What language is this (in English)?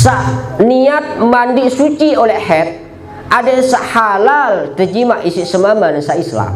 Sasak